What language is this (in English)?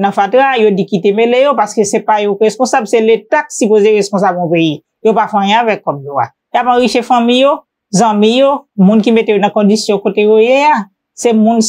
Haitian Creole